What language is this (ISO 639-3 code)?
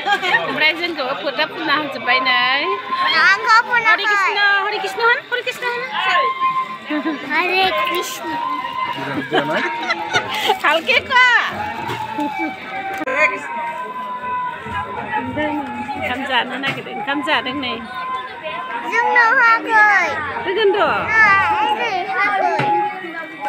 brx